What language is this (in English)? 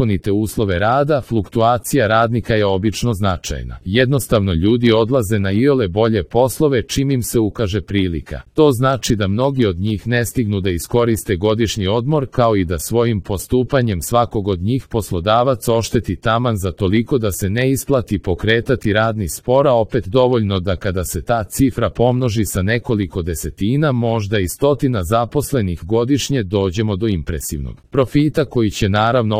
Serbian